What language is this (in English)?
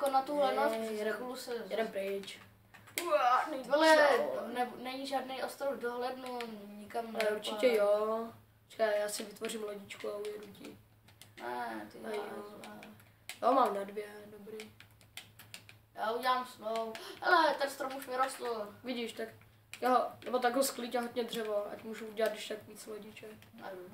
Czech